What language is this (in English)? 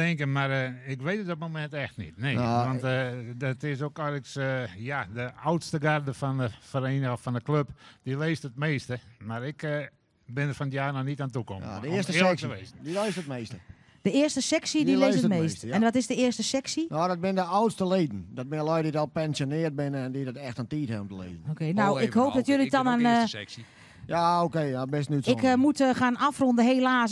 Western Frisian